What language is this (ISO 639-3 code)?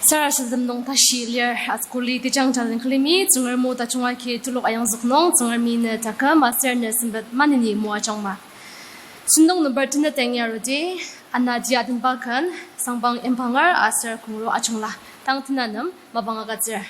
njo